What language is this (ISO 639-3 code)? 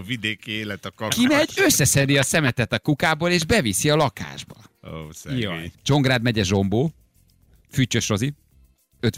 hun